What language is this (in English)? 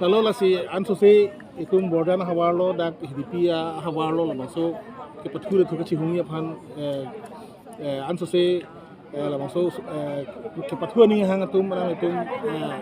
Karbi